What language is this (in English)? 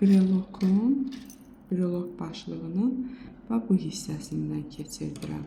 Azerbaijani